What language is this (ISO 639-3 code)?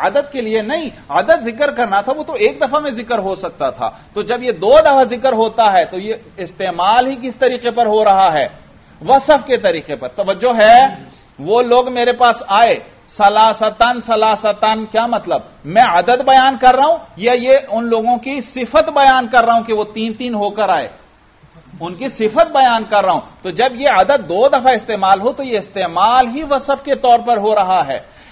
urd